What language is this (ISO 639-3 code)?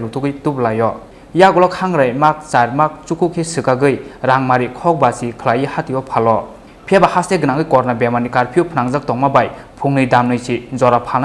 trp